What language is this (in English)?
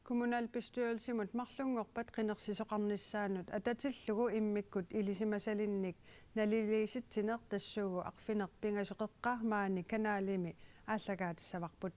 Kalaallisut